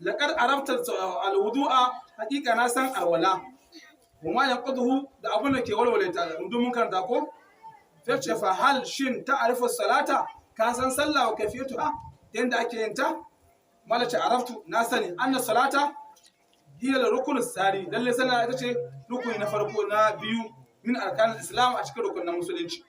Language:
Hausa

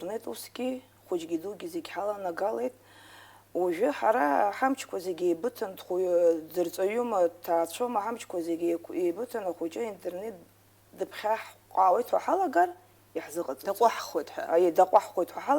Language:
Abkhazian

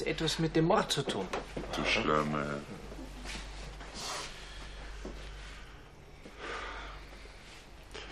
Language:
German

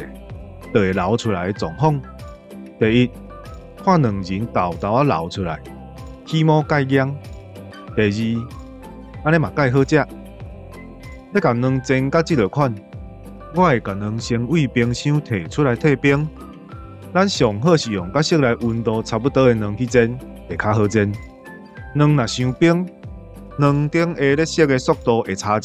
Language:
Min Nan Chinese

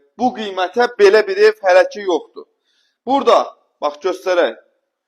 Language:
Azerbaijani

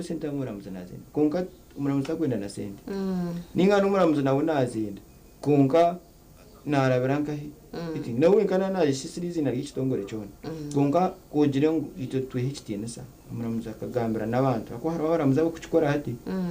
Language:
Nyankole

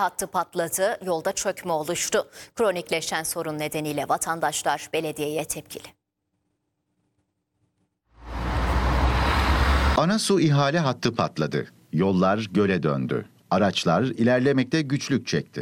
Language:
Turkish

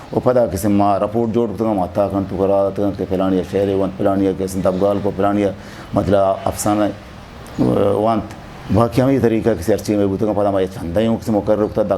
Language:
Eastern Balochi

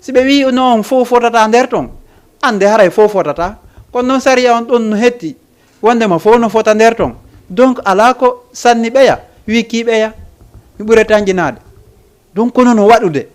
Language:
Fula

